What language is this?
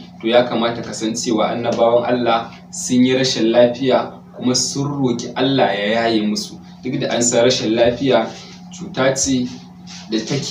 Hausa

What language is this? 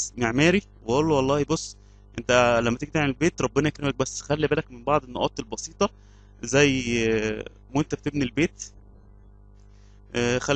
Egyptian Arabic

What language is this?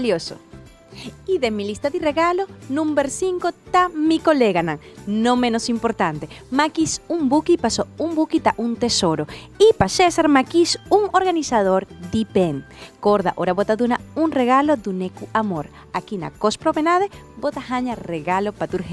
Papiamento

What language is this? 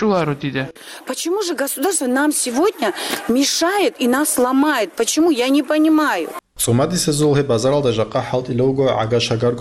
Avaric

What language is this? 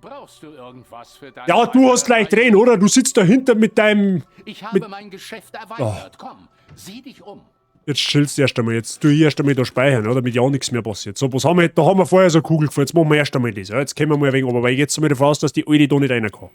Bavarian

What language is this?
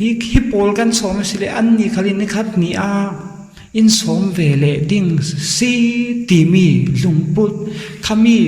Falam Chin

